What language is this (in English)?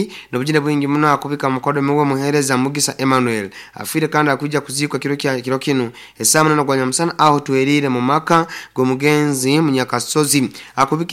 Nyoro